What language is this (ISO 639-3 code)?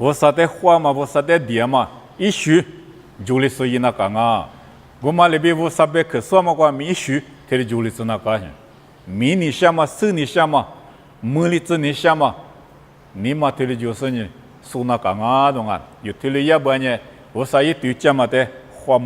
lis